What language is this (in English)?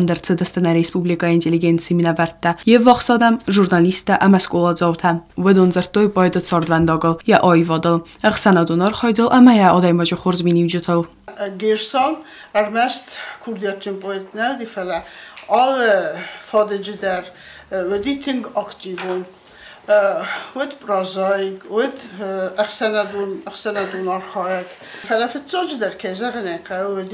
Ossetic